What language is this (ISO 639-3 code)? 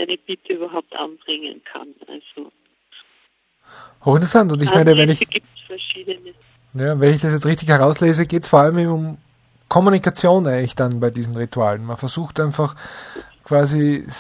deu